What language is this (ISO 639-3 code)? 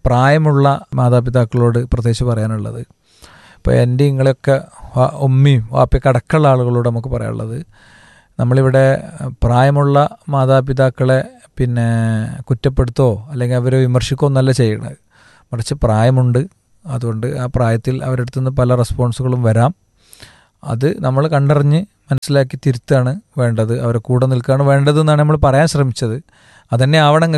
mal